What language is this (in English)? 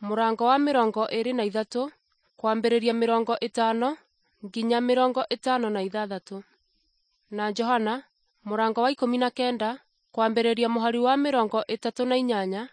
Kikuyu